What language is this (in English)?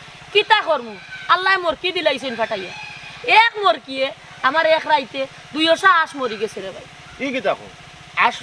Sylheti